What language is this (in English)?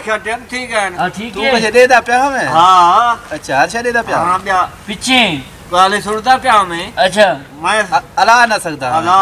Saraiki